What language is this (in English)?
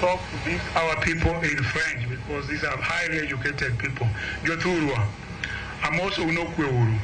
Luo (Kenya and Tanzania)